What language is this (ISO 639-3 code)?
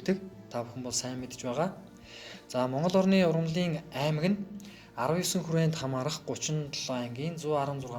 mon